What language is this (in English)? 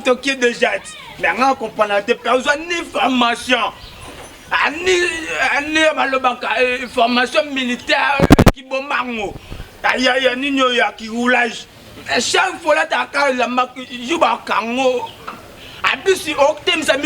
Lingala